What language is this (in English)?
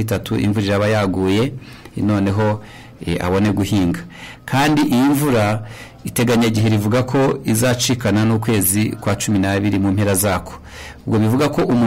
Kinyarwanda